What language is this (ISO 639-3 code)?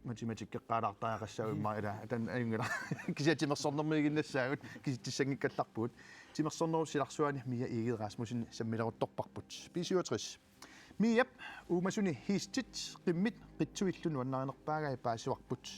kal